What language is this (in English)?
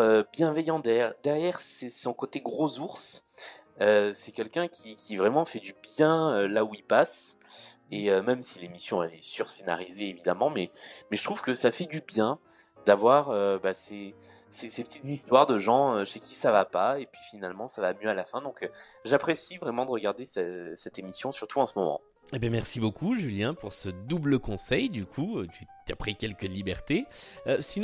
French